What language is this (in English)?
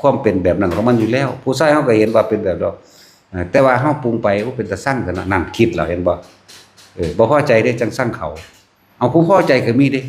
Northeastern Thai